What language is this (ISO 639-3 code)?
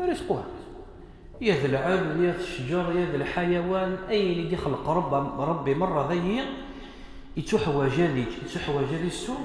kab